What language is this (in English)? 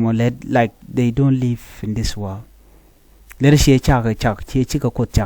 Nuer